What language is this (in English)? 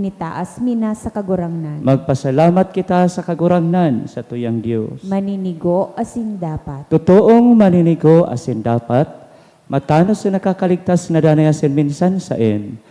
Bikol